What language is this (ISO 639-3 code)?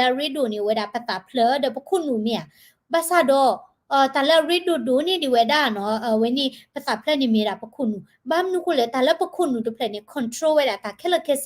ksw